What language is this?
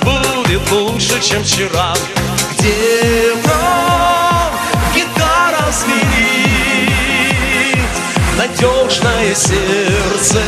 Chuvash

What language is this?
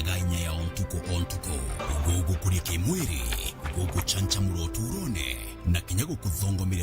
Meru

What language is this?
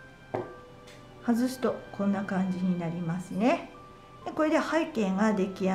Japanese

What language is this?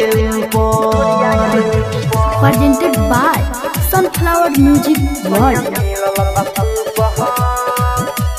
Bhojpuri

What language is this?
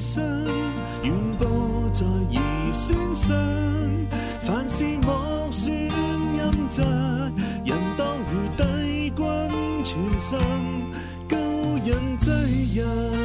Cantonese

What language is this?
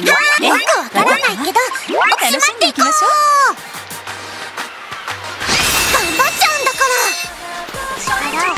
Japanese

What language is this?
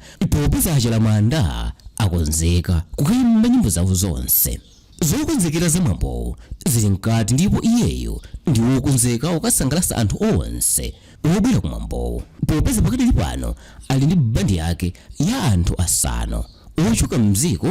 Nyanja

